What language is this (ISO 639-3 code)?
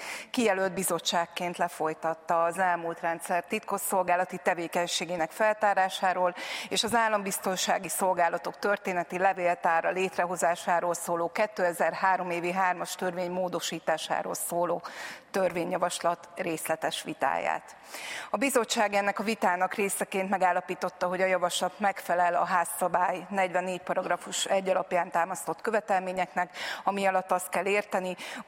hun